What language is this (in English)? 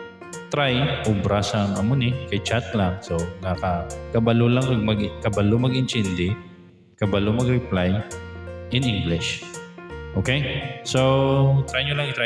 Hiligaynon